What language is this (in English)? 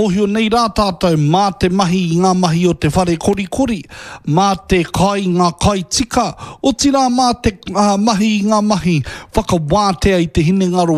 Māori